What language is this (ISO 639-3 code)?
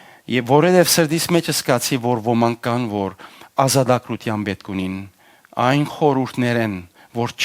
hyw